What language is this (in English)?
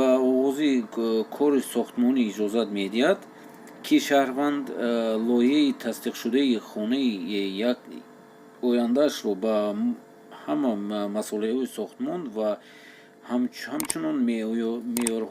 Tajik